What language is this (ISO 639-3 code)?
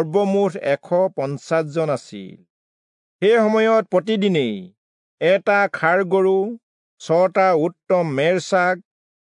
asm